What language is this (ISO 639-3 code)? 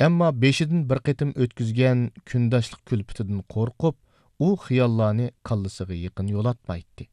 uig